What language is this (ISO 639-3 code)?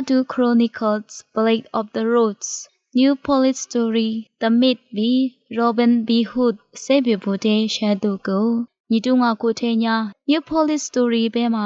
lis